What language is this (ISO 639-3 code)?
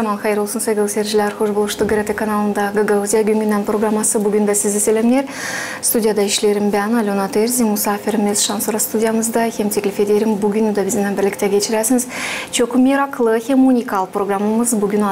gag